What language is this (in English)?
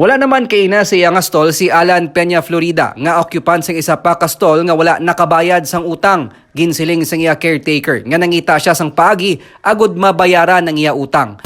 Hiligaynon